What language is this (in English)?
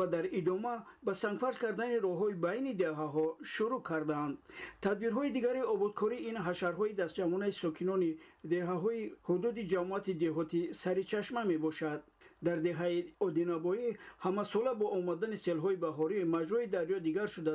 Tajik